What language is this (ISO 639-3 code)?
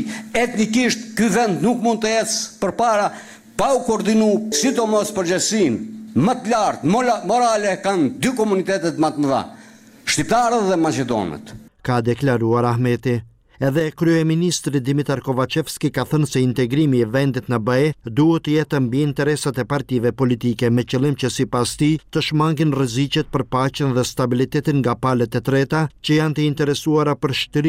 sqi